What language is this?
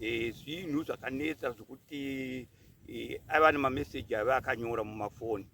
Shona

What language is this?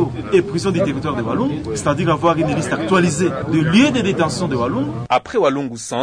French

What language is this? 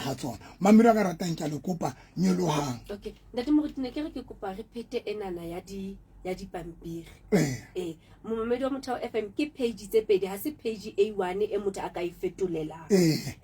Southern Sotho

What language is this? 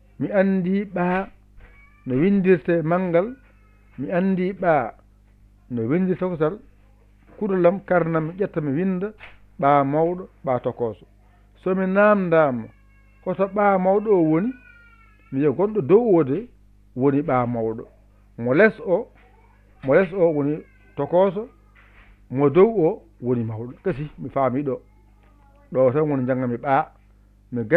Fula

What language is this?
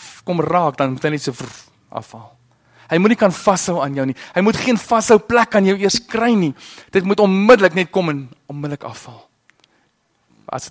Afrikaans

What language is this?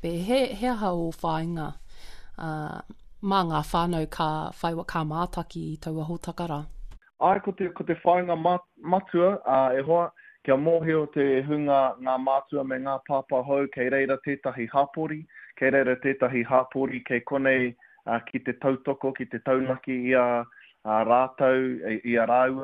Māori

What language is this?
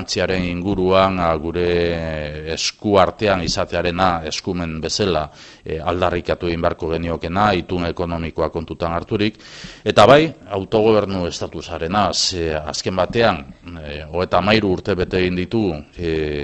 Basque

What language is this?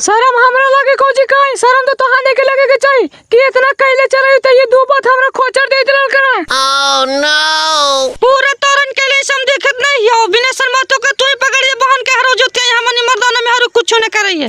Magahi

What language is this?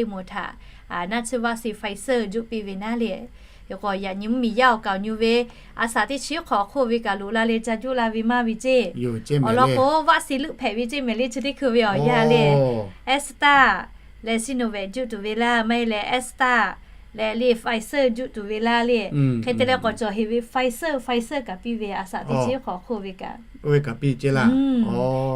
Lahu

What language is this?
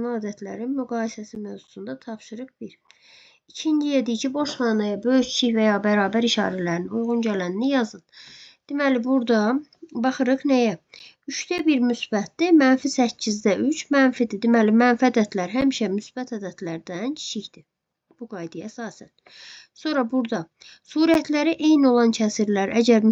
Azerbaijani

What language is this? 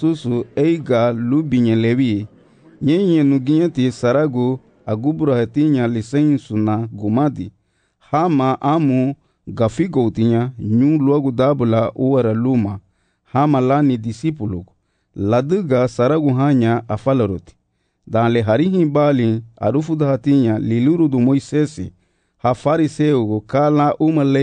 Garifuna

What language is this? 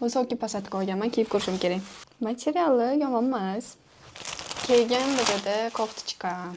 Uzbek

